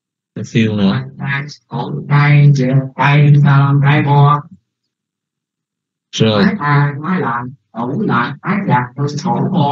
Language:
Vietnamese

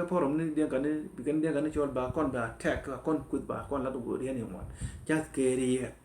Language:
Nuer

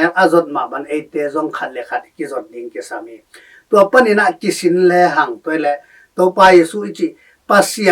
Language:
Tedim Chin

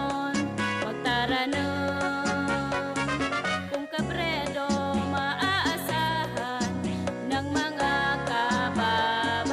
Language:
Bikol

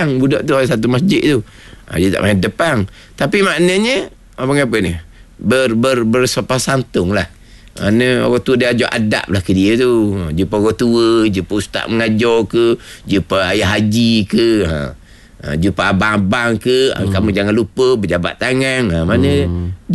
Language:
Malay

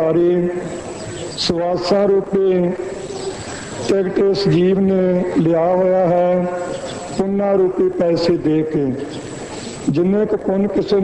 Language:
Punjabi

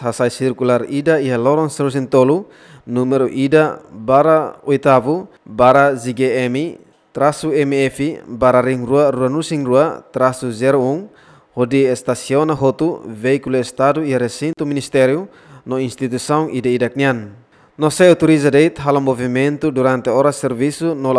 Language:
Tetum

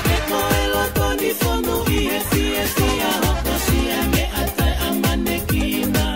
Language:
Tongan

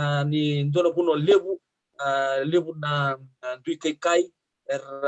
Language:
Fijian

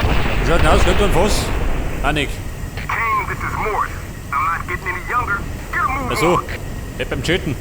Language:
Bavarian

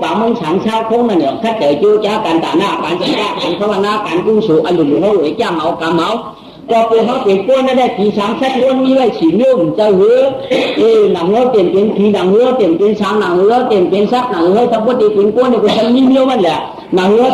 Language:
Shan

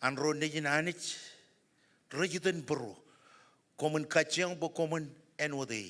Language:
Marshallese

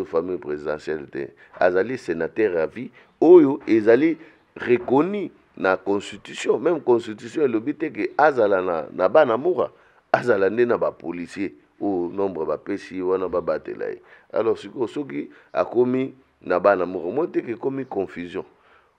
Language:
Lingala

